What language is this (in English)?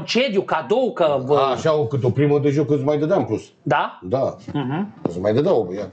Romanian